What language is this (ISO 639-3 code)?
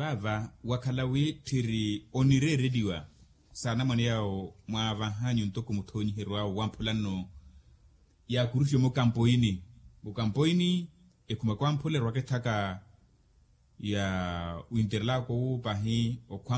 vmw